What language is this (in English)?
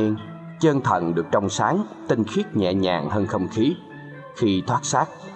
Vietnamese